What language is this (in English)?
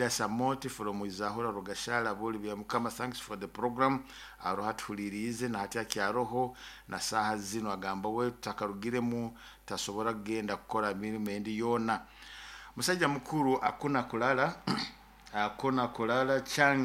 Nyoro